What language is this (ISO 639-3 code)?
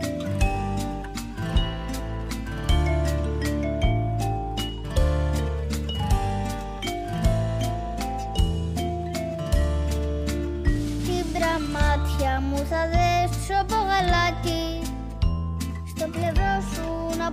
ell